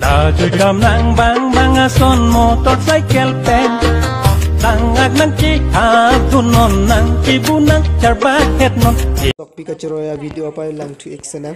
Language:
Karbi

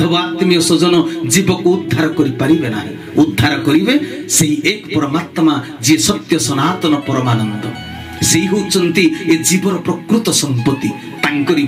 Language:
Odia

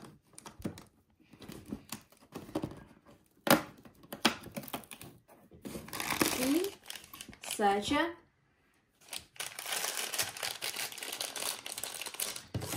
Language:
Croatian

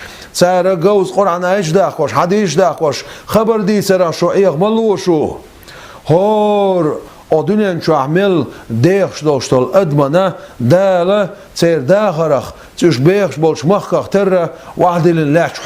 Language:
Chechen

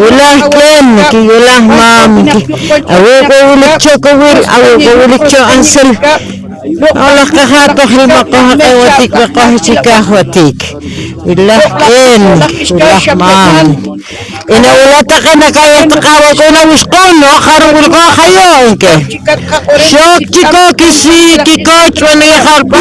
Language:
Poqomchi'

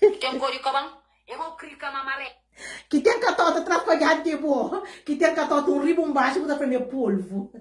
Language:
Kabuverdianu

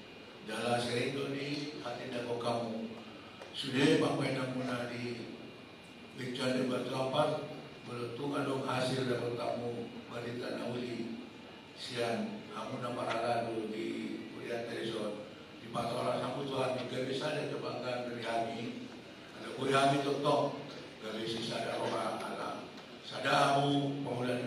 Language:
Batak Toba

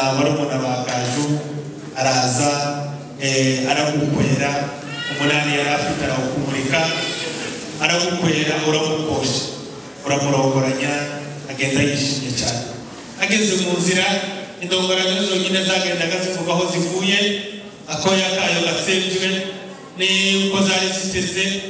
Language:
Kinyarwanda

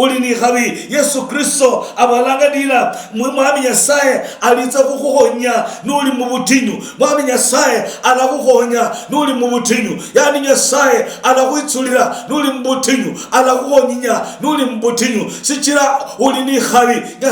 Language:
Luyia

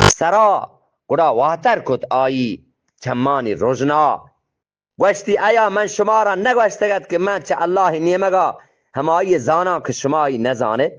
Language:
Eastern Balochi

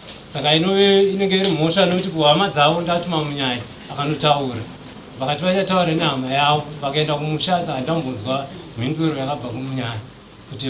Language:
Shona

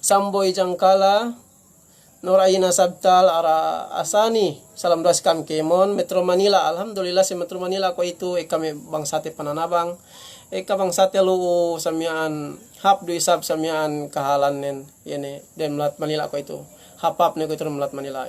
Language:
Yakan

